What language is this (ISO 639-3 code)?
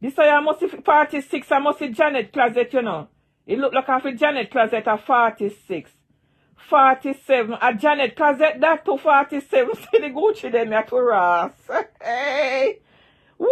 jam